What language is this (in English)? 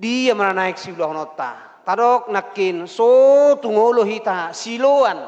Batak Toba